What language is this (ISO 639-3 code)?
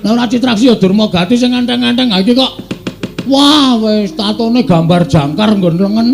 jav